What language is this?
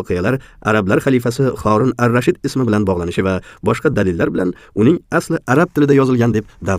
Uzbek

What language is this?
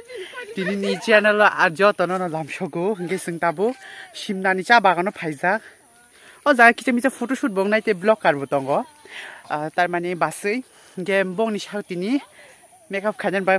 Kok Borok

